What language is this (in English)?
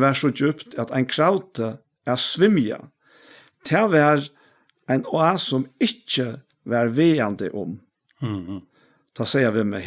Faroese